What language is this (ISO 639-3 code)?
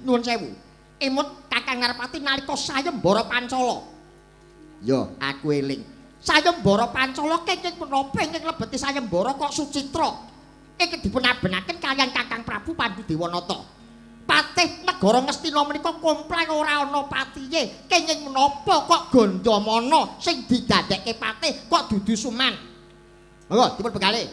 jav